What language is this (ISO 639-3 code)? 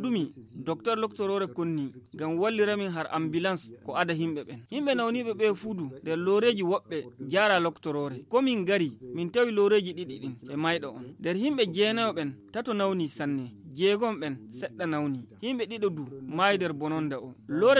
fuv